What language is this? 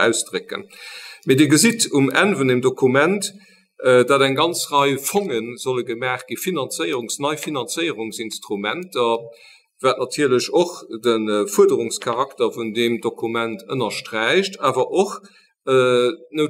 Luxembourgish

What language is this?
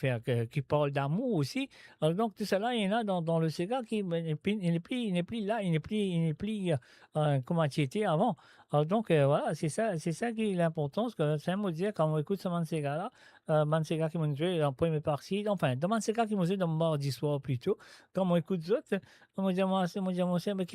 Morisyen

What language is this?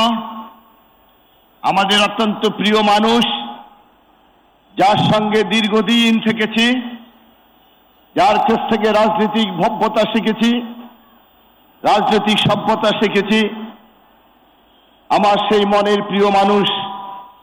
Bangla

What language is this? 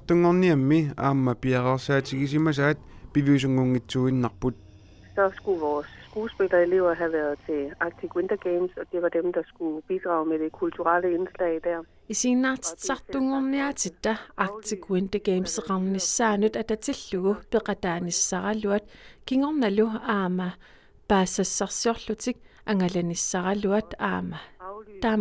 Kalaallisut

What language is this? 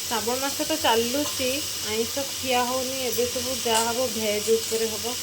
Odia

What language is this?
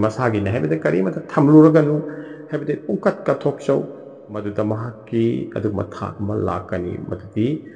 Manipuri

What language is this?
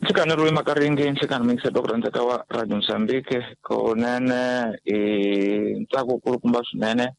Tsonga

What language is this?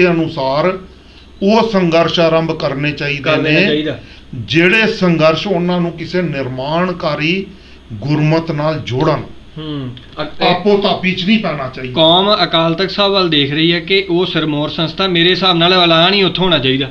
Punjabi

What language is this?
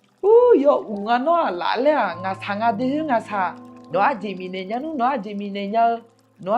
Akha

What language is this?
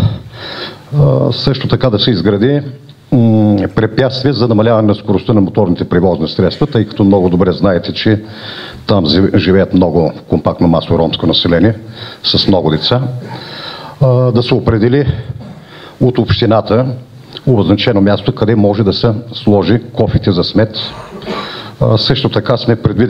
Bulgarian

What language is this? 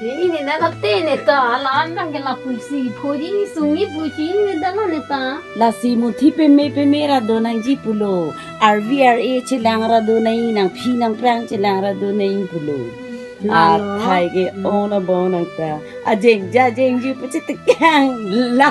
Karbi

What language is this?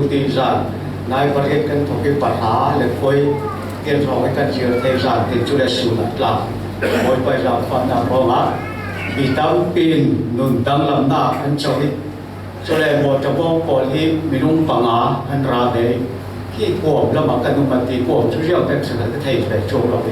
Falam Chin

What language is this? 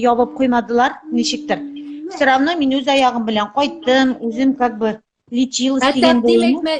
Tatar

